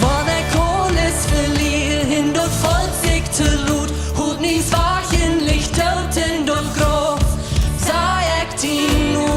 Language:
Plautdietsch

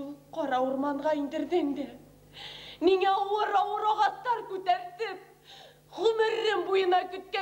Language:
Bashkir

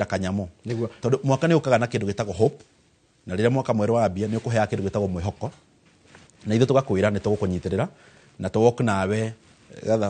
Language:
Kikuyu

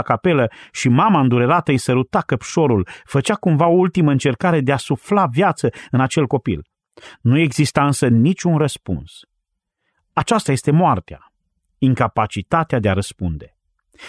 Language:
Romanian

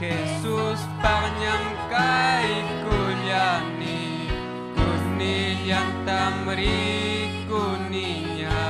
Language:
Ayacucho Quechua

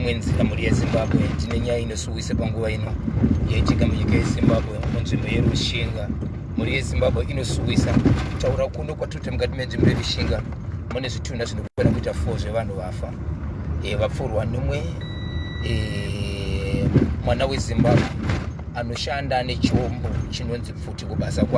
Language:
Shona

